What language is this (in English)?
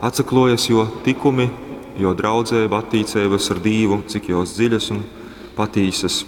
Latgalian